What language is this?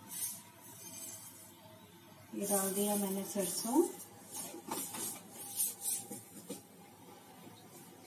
Hindi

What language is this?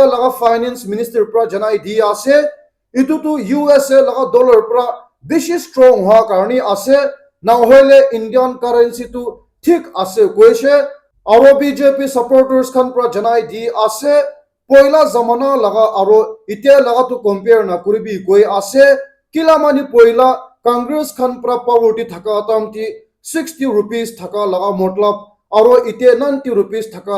Naga Pidgin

